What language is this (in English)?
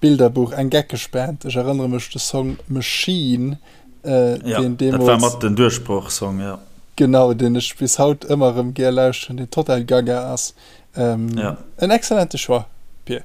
Luxembourgish